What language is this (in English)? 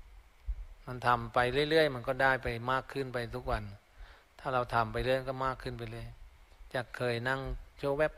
Thai